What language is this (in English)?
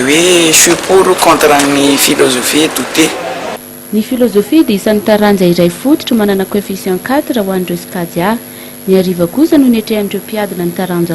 Malagasy